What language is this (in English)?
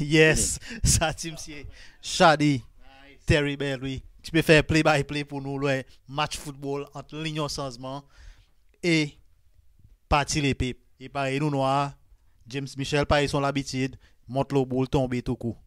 Seselwa Creole French